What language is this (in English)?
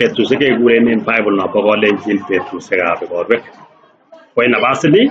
Kalenjin